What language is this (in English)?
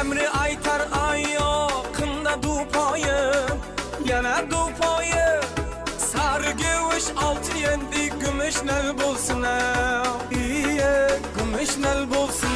Kara-Kalpak